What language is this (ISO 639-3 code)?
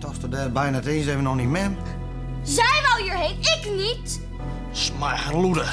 fry